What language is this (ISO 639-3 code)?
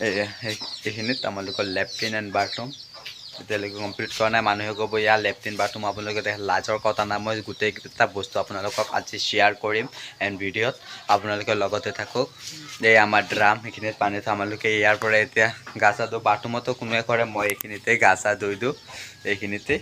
asm